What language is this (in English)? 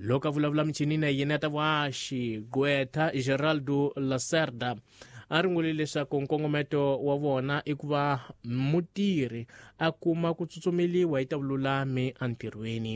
Tsonga